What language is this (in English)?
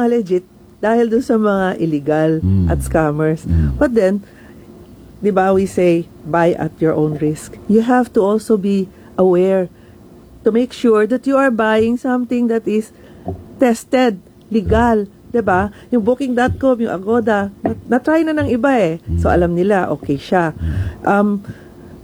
Filipino